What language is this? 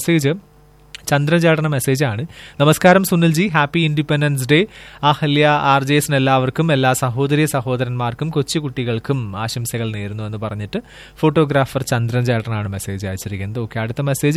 Malayalam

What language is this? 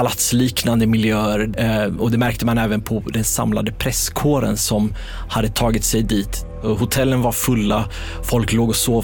Swedish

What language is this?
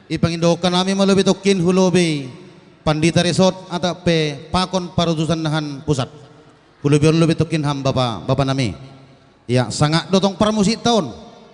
Batak Simalungun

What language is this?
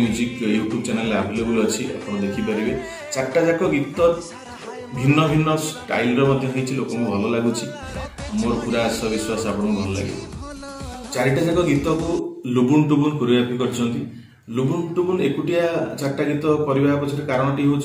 Odia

